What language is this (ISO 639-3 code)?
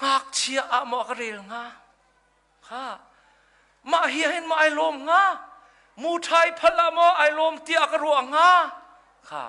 cnh